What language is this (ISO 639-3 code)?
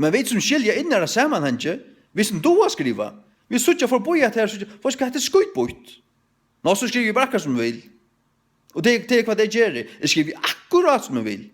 fao